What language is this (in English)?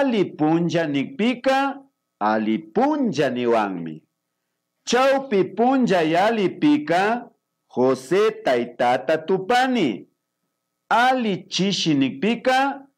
Imbabura Highland Quichua